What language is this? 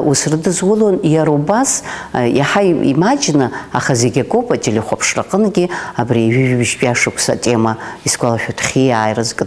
Abkhazian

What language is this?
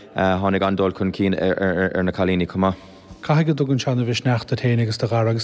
Irish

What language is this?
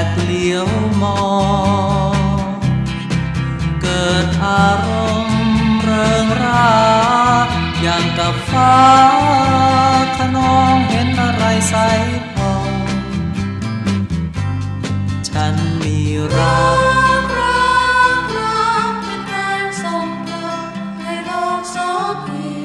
Thai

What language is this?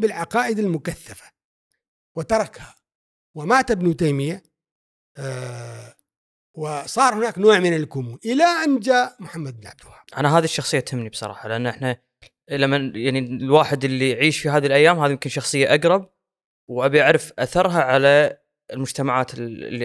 Gulf Arabic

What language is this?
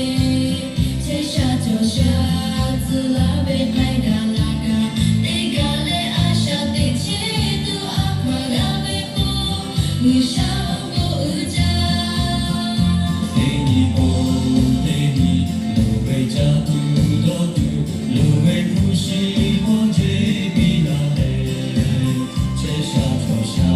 Lahu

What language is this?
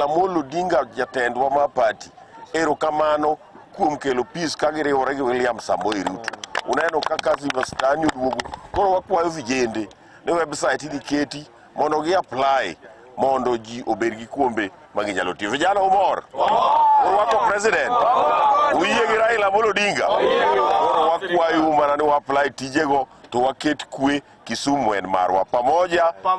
Luo (Kenya and Tanzania)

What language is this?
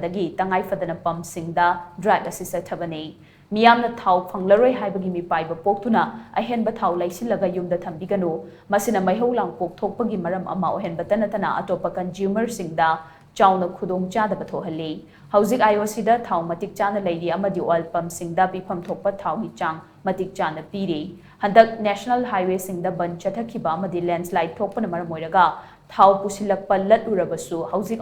Manipuri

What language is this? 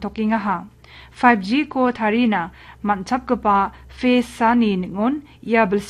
Garo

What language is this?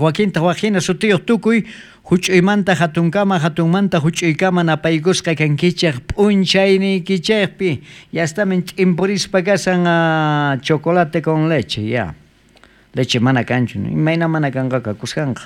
South Bolivian Quechua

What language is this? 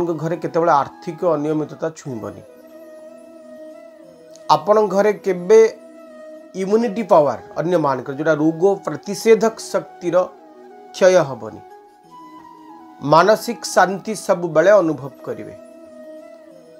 Odia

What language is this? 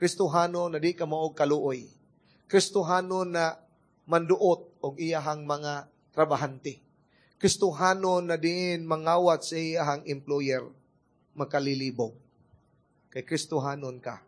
Cebuano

